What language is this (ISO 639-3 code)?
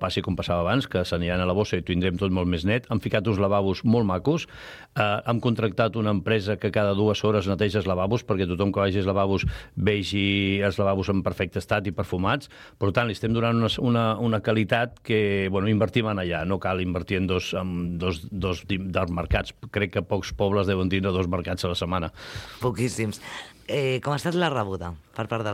cat